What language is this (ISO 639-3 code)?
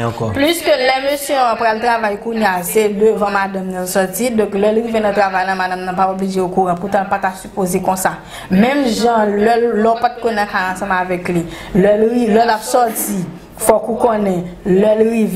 hat